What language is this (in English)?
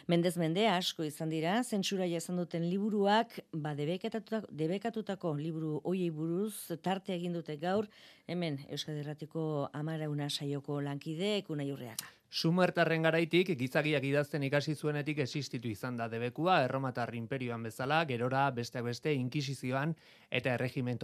Basque